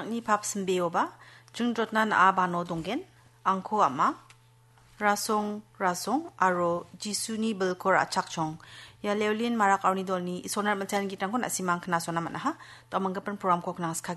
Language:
Garo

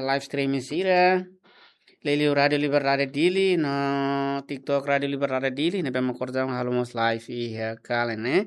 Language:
Tetum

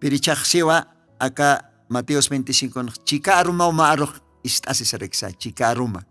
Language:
Aymara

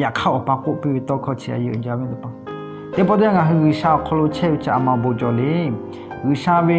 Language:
Lahu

